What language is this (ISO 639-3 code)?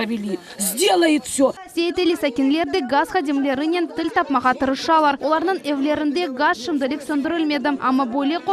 crh